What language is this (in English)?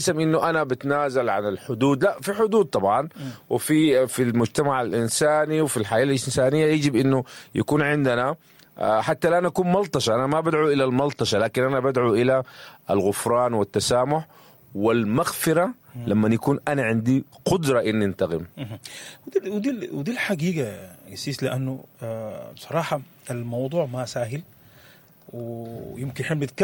Sudanese Arabic